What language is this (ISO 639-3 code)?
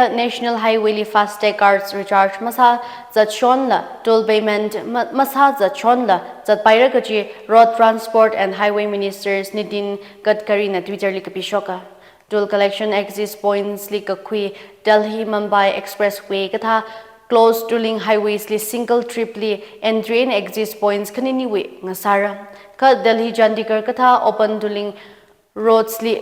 nmf